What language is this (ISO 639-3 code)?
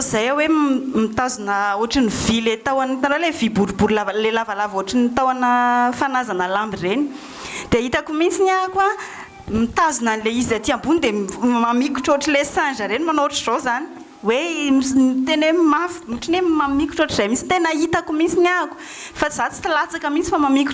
mlg